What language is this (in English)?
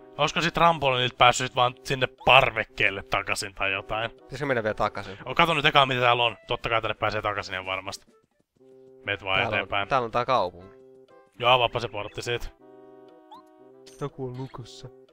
Finnish